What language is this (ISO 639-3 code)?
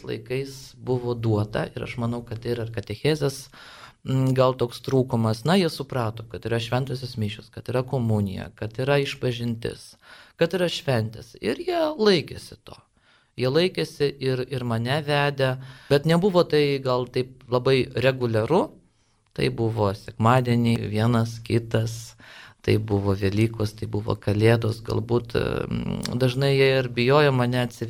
lit